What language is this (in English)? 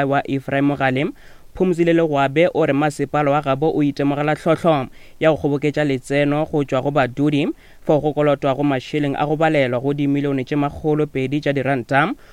Northern Sotho